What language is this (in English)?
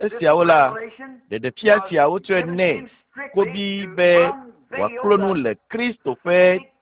Ewe